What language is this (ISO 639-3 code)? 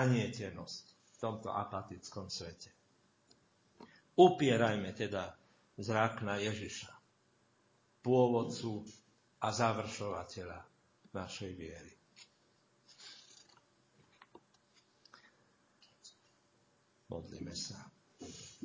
slk